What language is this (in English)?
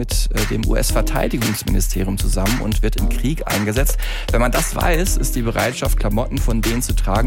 German